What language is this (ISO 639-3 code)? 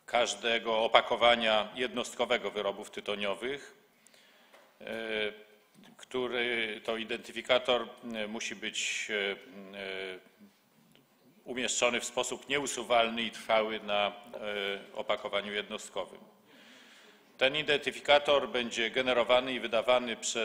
pol